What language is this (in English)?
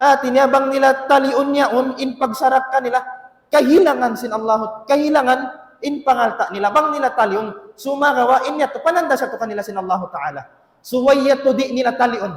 Tausug